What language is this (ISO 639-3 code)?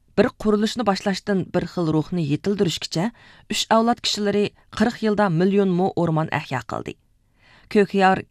uig